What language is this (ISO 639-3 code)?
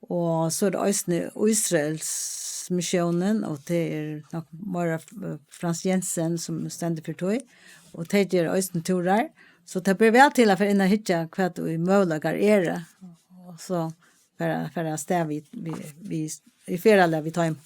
fao